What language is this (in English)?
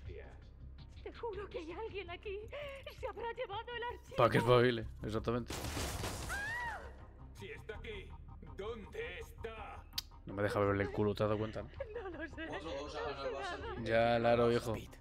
Spanish